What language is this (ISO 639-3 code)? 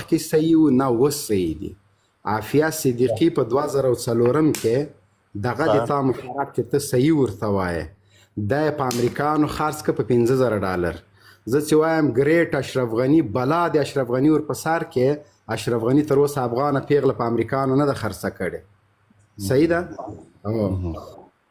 pus